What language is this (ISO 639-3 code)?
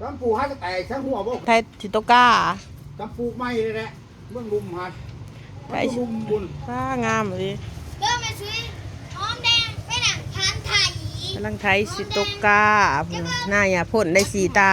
tts